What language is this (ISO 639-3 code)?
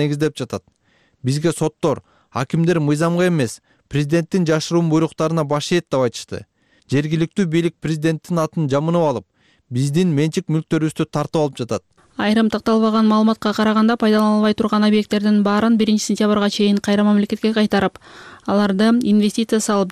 kir